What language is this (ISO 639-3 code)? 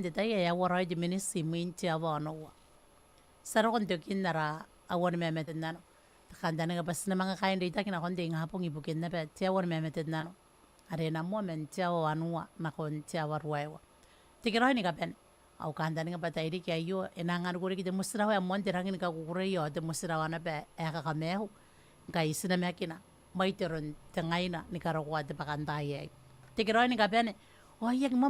gil